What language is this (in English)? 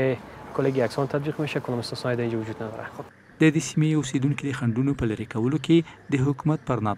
Pashto